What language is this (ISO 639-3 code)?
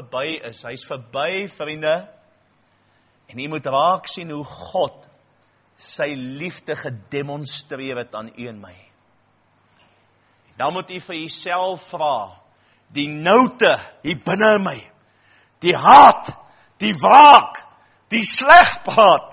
afr